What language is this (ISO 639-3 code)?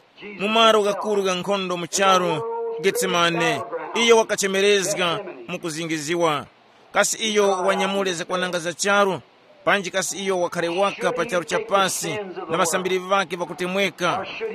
tum